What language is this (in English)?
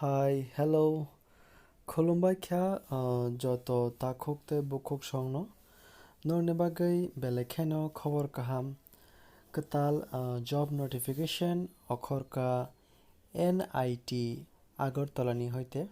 Kok Borok